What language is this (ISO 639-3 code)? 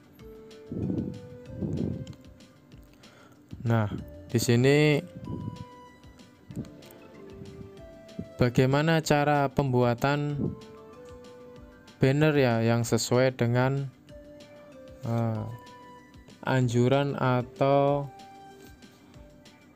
ind